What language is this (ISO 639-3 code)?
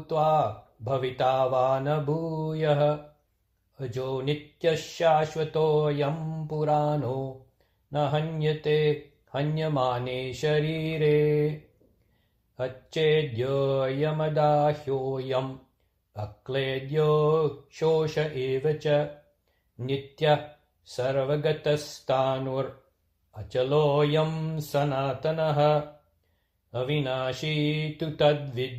san